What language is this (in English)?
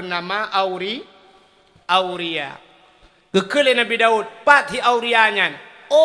Achinese